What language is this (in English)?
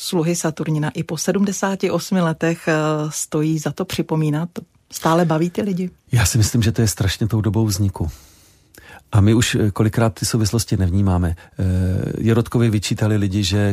Czech